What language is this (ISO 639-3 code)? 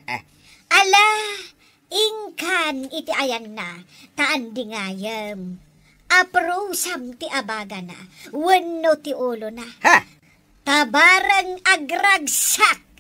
ilo